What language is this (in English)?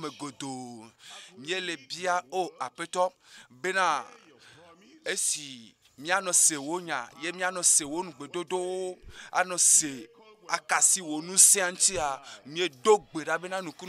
Ewe